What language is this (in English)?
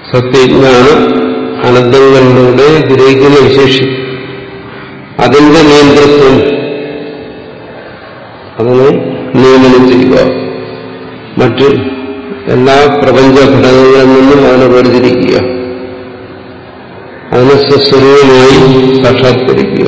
Malayalam